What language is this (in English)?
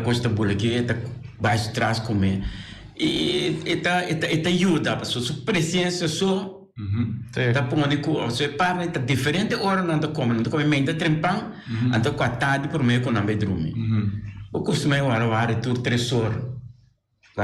Papiamento